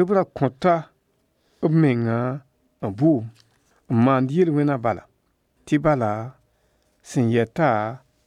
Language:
Mossi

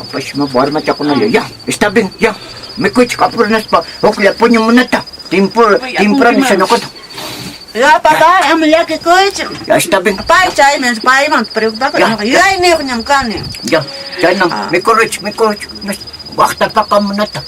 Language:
Quechua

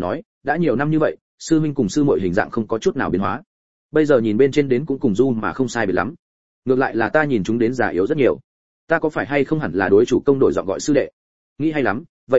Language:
Vietnamese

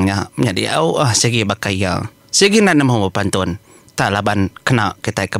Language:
Iban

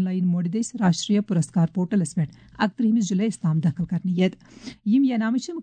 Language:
Kashmiri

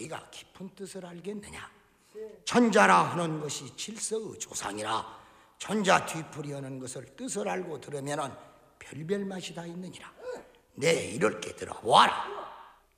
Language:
Korean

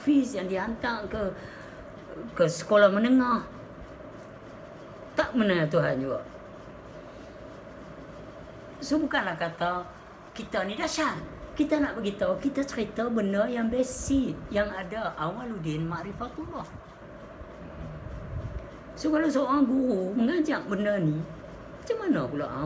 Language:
Malay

